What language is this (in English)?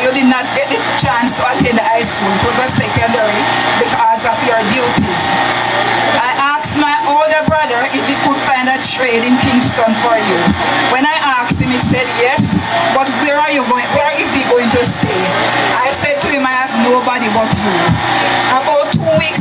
Jamaican Creole English